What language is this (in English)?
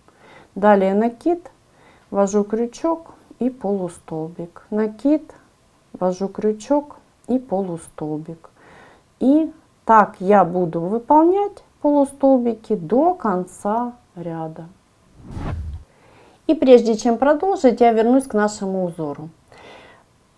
Russian